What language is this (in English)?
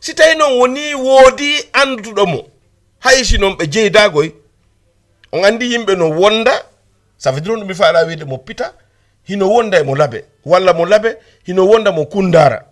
Fula